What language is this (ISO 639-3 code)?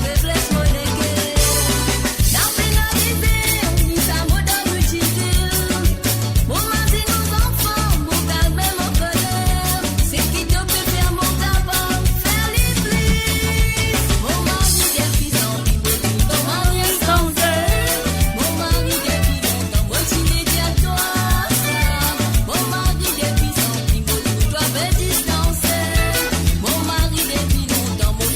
mfe